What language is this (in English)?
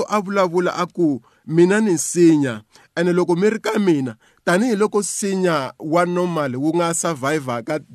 Tsonga